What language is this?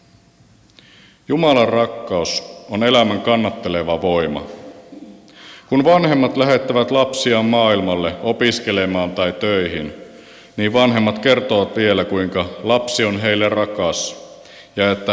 Finnish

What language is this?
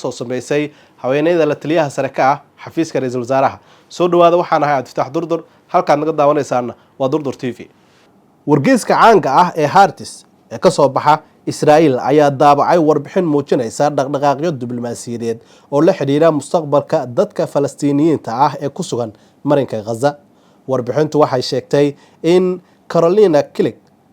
Somali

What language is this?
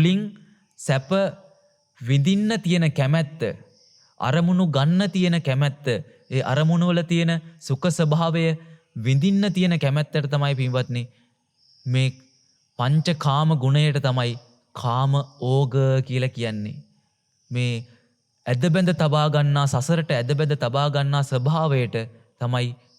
Sinhala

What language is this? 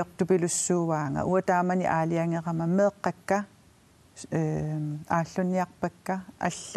Kalaallisut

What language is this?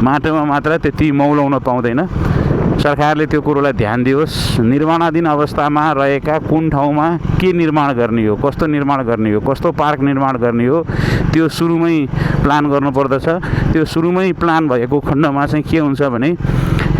Nepali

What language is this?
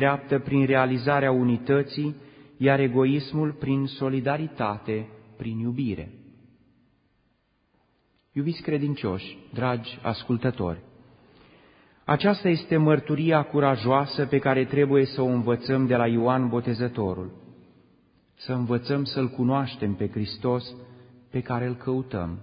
Romanian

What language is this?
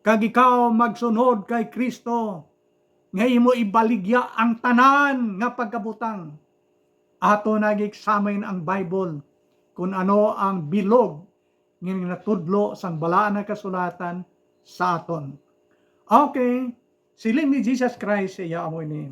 Hiligaynon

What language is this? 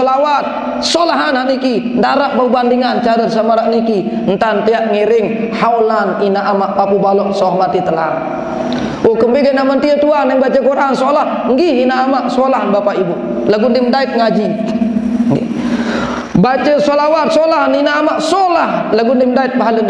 Sasak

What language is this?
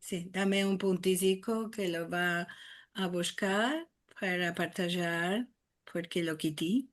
Ladino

